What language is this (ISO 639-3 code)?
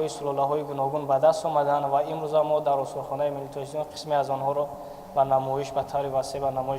tgk